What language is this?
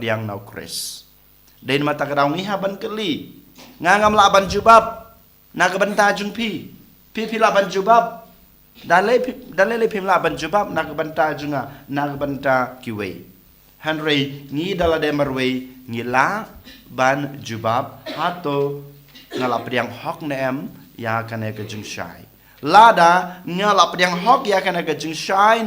Khasi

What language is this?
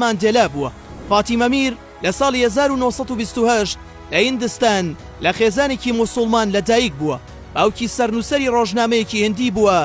Central Kurdish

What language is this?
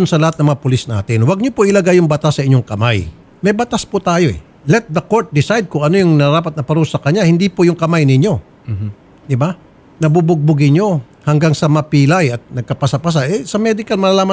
Filipino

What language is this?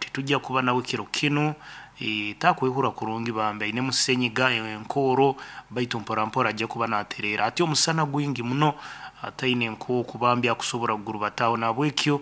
Nyankole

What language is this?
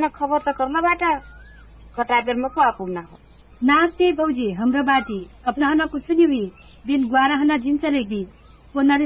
Dangaura Tharu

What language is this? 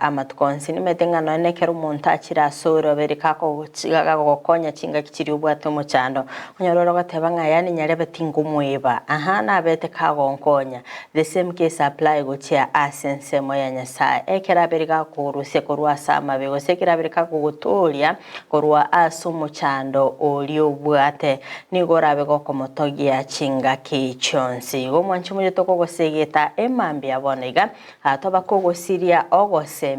Gusii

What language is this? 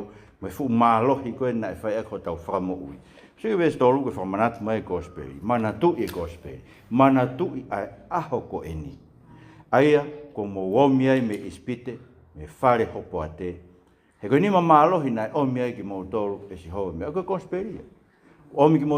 Tongan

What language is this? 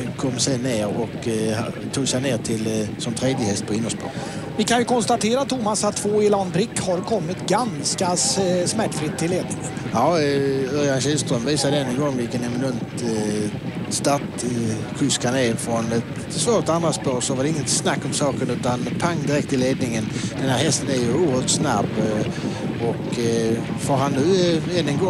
Swedish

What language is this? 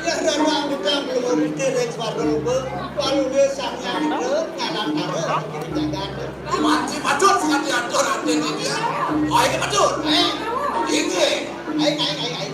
Balinese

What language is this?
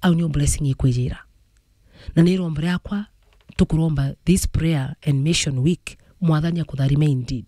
Meru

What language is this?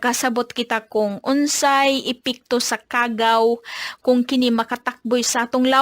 Cebuano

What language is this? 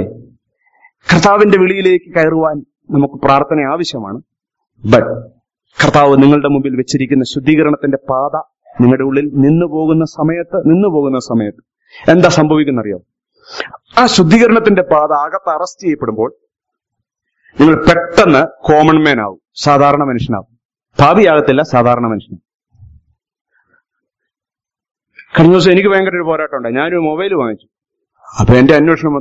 Malayalam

